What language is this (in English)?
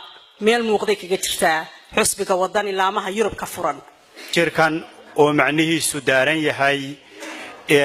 Somali